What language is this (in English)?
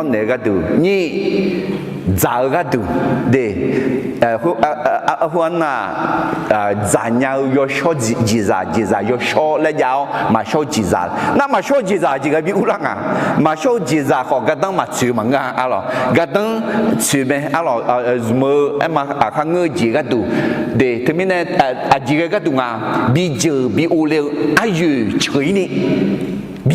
Akha